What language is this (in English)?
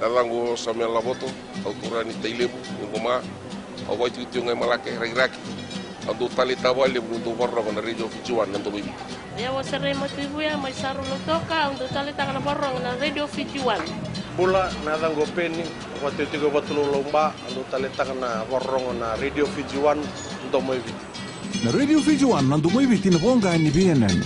Fijian